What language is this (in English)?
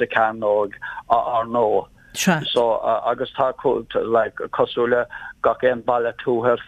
Irish